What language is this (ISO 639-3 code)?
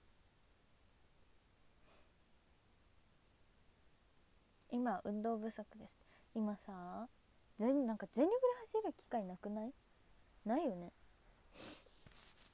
jpn